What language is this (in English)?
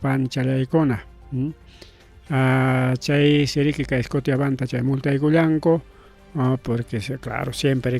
Ayacucho Quechua